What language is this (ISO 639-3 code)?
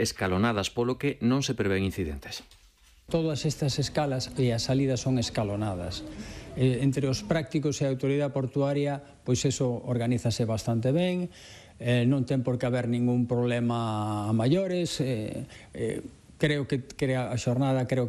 glg